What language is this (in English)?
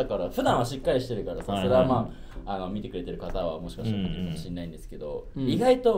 Japanese